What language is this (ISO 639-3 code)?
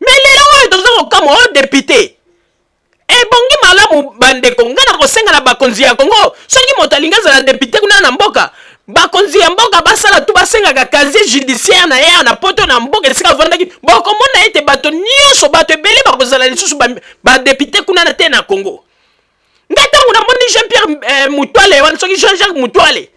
lin